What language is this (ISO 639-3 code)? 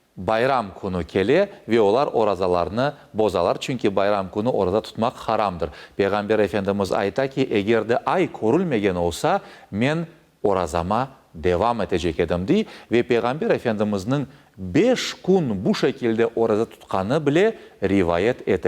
crh